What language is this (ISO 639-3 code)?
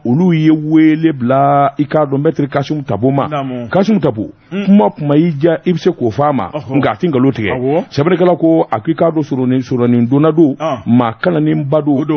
bam